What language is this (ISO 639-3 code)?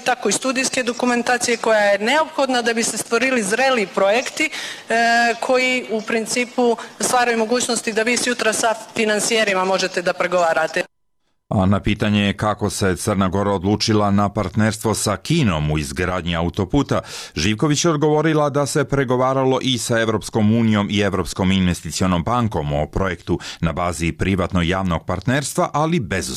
srp